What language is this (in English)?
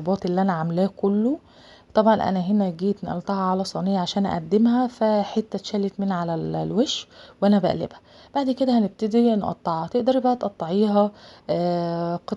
Egyptian Arabic